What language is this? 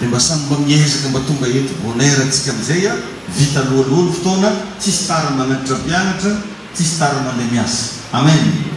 Malagasy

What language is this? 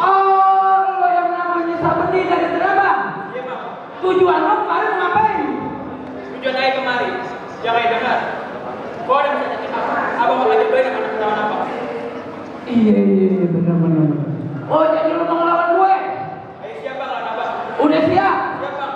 Betawi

